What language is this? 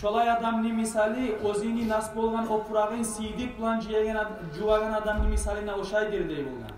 Kumyk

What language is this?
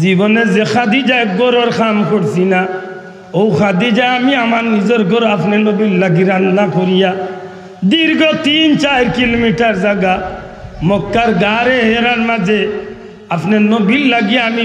Sylheti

